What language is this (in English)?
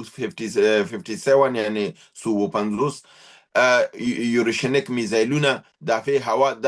Pashto